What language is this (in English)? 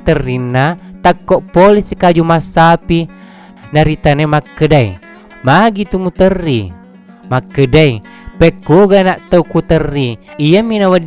Buginese